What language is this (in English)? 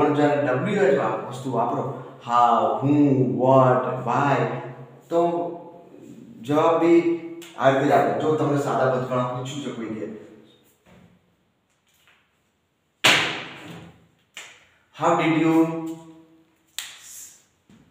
Gujarati